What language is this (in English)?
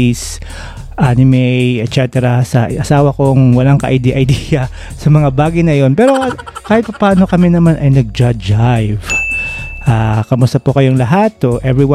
Filipino